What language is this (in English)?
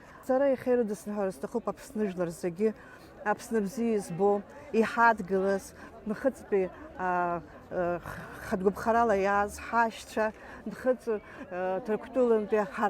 Abkhazian